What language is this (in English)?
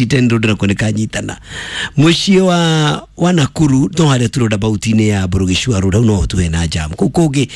Kikuyu